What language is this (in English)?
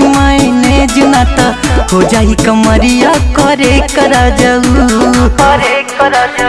Bhojpuri